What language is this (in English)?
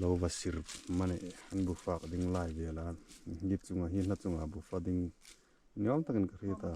Hmar